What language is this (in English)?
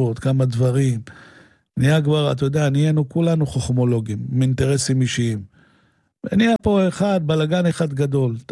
Hebrew